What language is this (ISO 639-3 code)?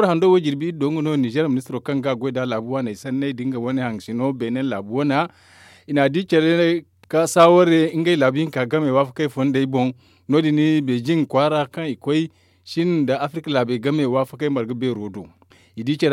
dje